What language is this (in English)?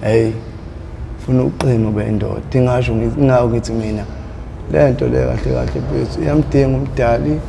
Zulu